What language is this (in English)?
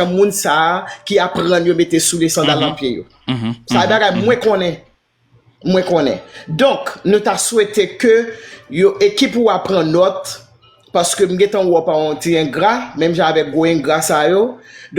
Haitian Creole